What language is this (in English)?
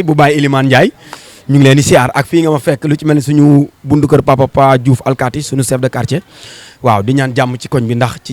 Wolof